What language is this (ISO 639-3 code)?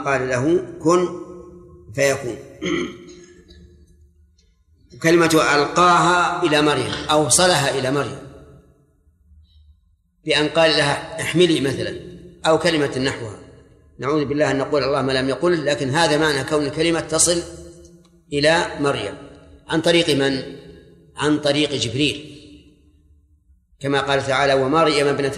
ara